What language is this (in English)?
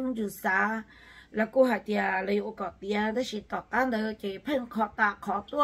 Vietnamese